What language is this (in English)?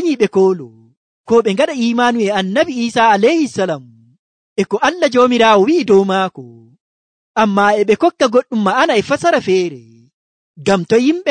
Nigerian Fulfulde